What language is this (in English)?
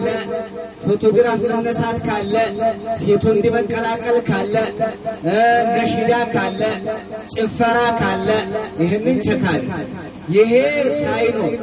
Amharic